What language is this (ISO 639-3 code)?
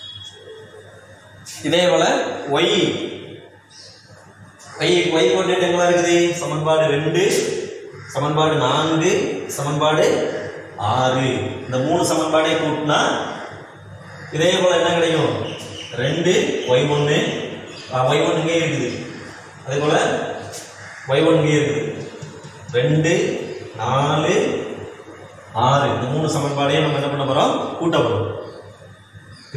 tam